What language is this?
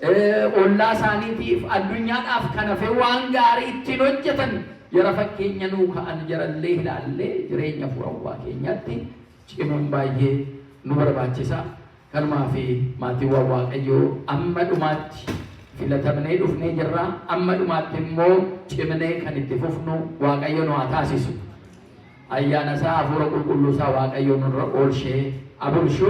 Oromo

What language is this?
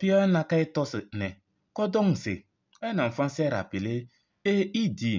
Kabiyè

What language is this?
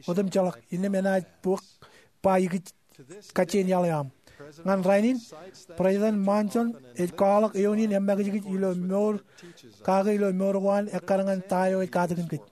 Marshallese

